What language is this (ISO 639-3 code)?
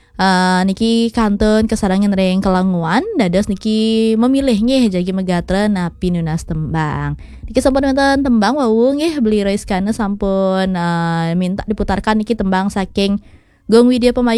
ban